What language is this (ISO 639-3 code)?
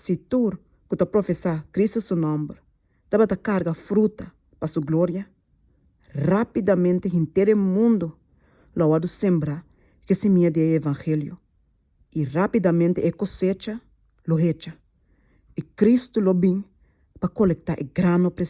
pap